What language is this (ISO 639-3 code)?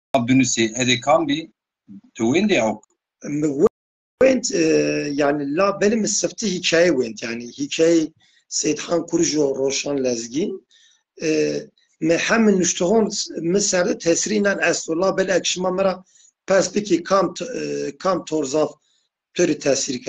zza